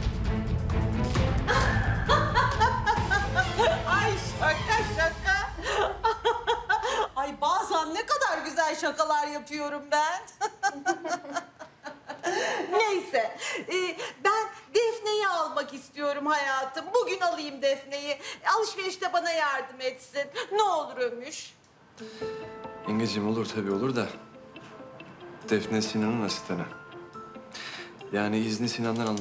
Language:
Turkish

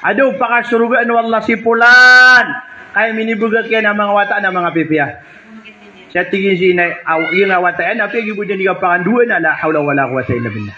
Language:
Maranao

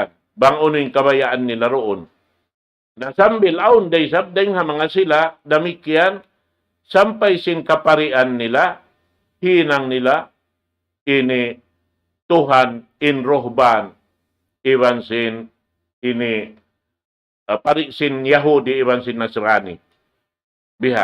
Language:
Tausug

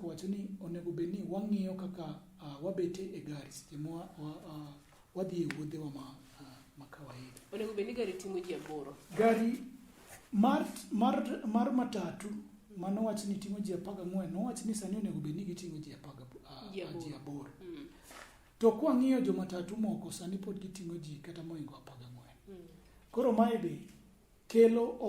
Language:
Luo (Kenya and Tanzania)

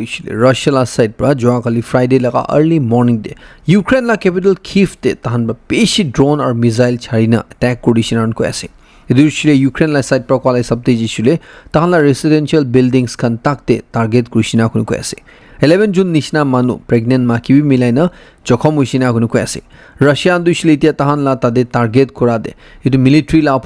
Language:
Naga Pidgin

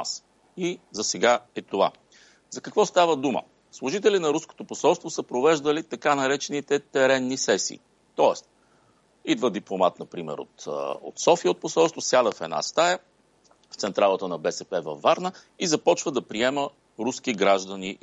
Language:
Bulgarian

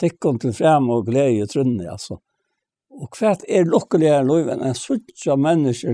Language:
Faroese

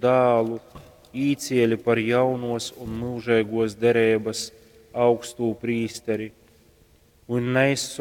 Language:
Latgalian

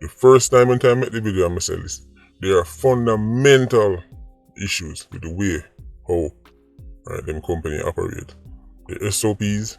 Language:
Jamaican Creole English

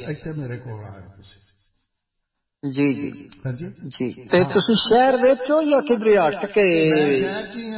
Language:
Punjabi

